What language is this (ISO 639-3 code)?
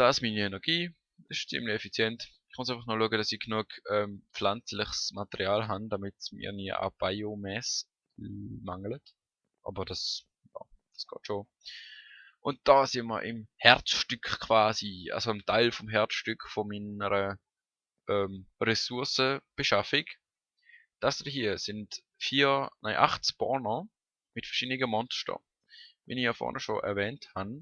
gsw